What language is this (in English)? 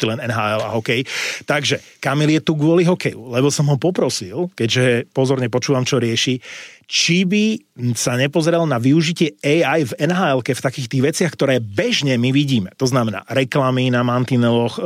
Slovak